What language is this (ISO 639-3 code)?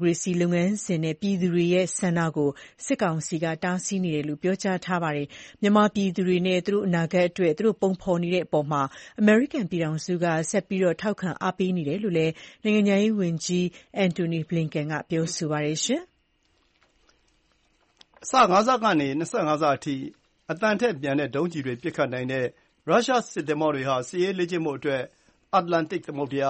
mya